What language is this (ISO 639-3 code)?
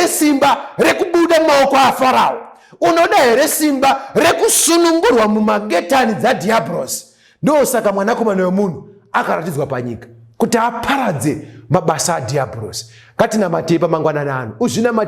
sna